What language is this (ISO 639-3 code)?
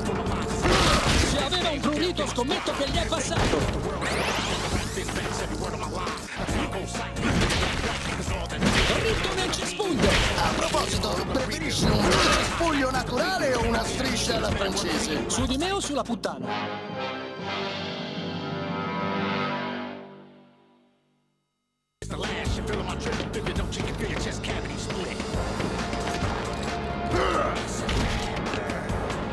ita